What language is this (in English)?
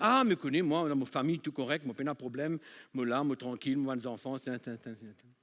Morisyen